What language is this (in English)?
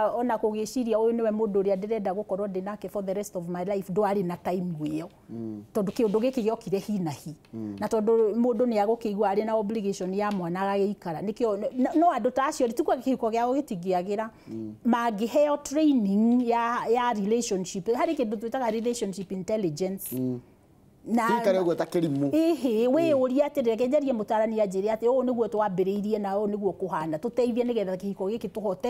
Kikuyu